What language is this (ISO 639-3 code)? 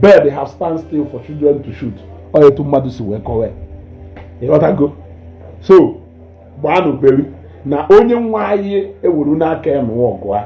ibo